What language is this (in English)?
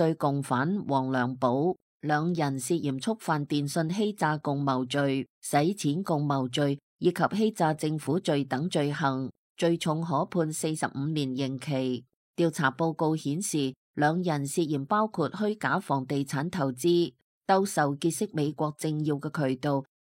Cantonese